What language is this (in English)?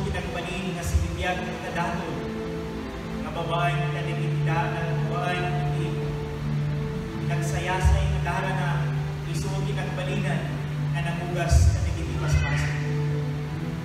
Iloko